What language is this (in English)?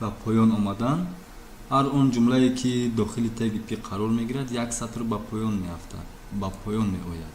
Tajik